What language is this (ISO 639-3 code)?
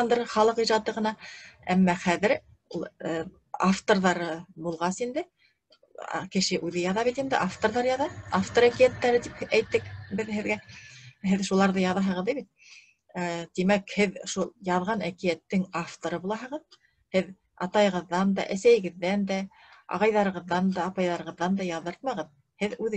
bak